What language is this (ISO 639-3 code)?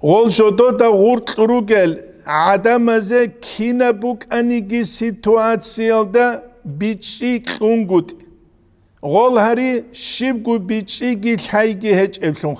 ava